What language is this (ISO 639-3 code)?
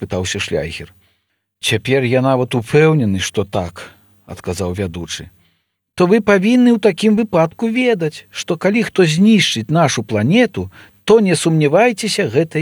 bel